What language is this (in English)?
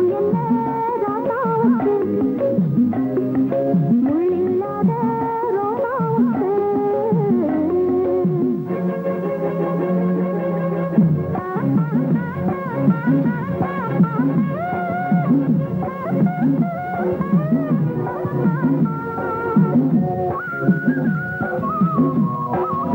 Tamil